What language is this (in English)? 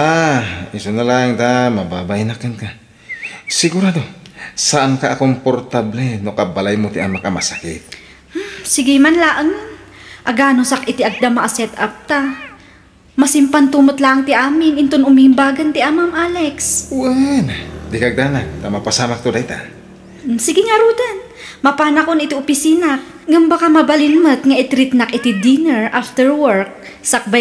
Iloko